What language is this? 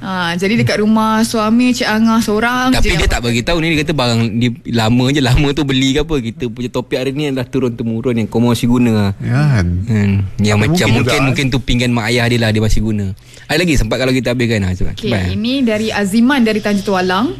Malay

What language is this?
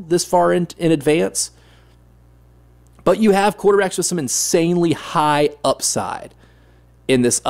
English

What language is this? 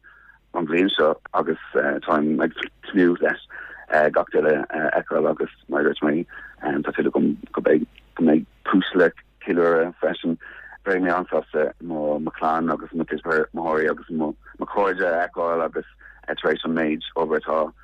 Irish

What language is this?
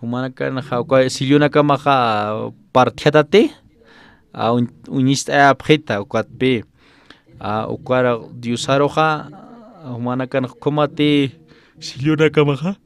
Aymara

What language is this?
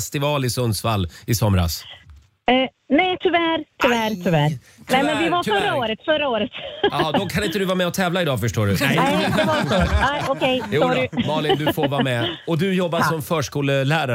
Swedish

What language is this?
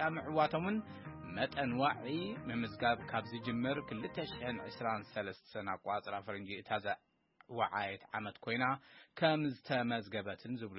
Tigrinya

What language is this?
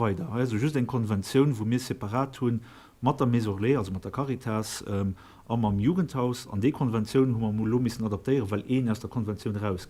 Luxembourgish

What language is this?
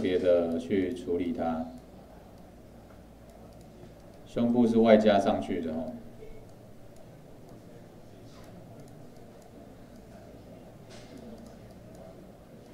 Chinese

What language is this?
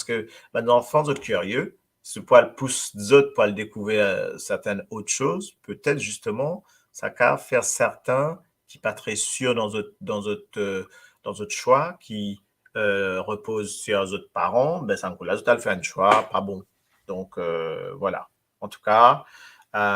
Morisyen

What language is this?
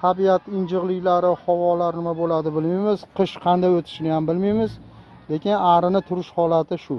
Uzbek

